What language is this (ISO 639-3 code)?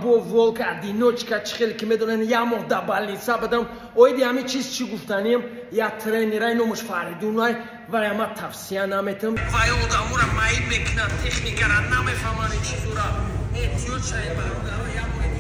tgk